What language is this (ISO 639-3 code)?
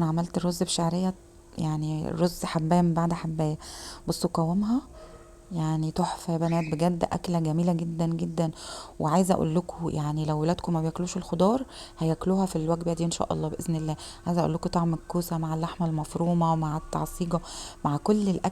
arz